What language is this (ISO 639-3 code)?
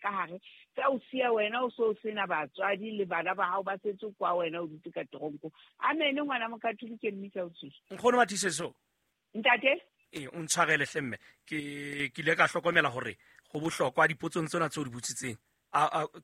sot